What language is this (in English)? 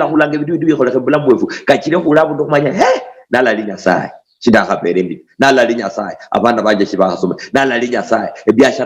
Luyia